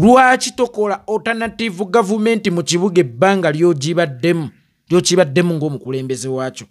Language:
Ganda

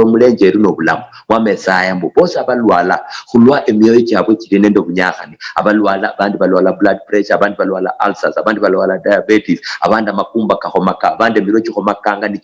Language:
Luyia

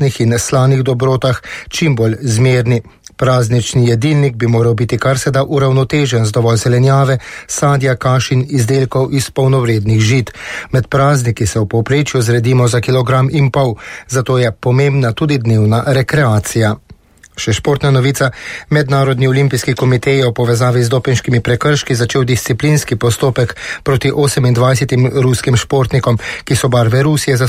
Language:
Slovenian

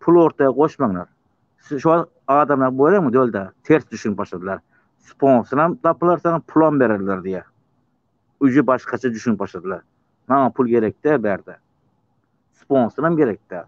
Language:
Turkmen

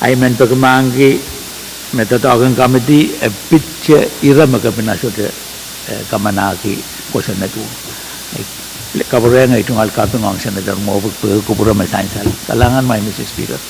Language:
Pohnpeian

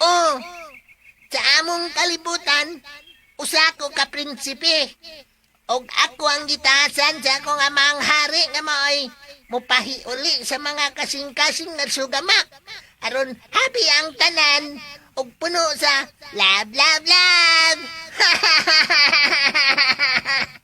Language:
Cebuano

